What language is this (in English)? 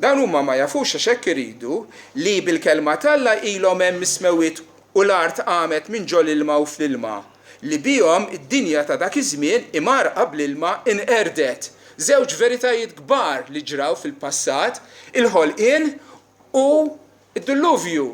Maltese